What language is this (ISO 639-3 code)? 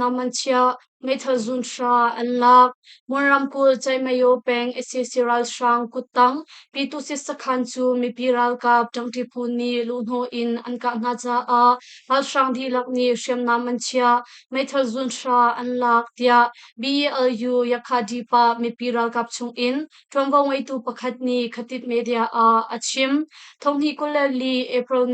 cnh